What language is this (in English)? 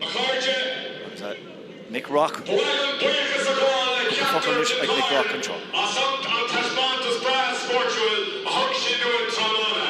Irish